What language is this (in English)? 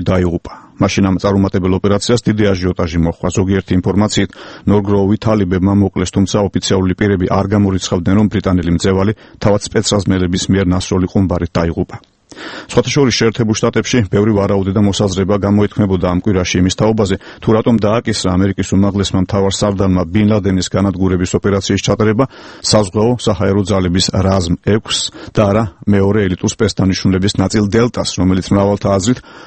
Georgian